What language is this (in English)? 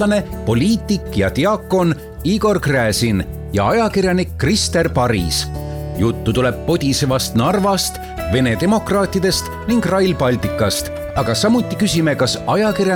Estonian